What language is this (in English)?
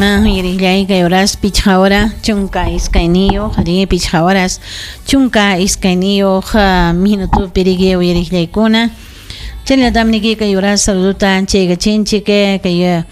Ayacucho Quechua